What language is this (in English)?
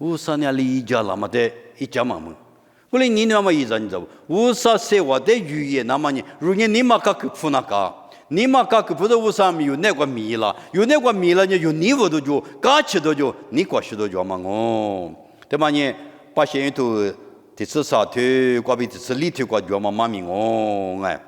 Lisu